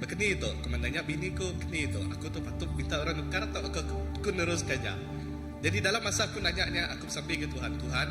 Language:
Iban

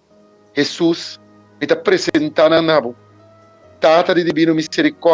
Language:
Papiamento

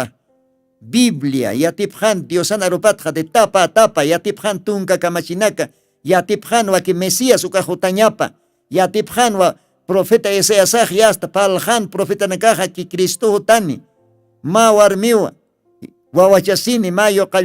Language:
Aymara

